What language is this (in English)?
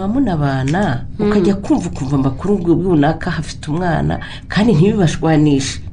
Kinyarwanda